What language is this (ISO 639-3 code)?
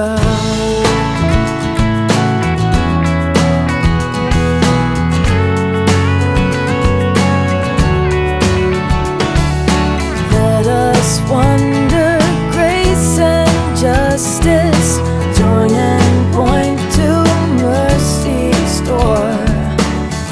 eng